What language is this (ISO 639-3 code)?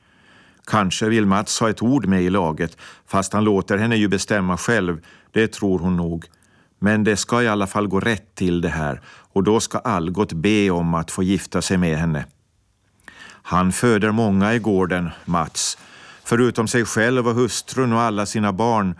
swe